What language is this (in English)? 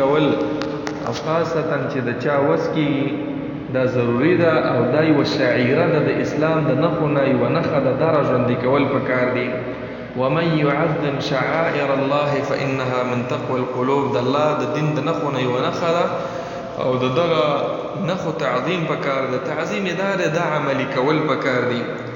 Pashto